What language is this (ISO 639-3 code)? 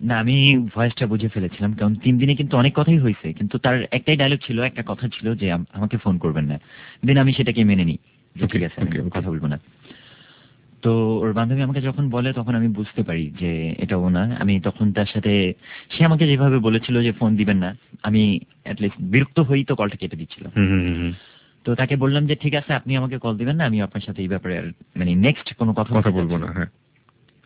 ben